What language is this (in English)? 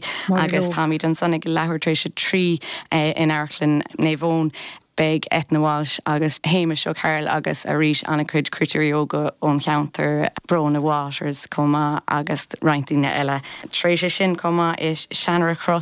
Irish